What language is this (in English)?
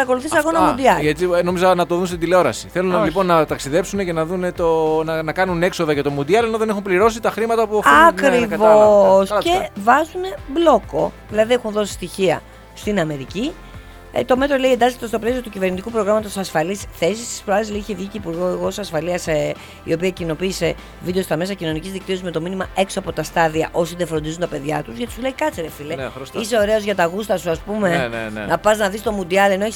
Greek